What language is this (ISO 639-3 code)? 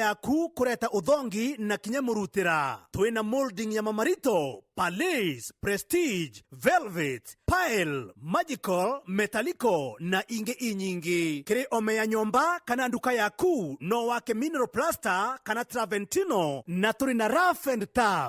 mer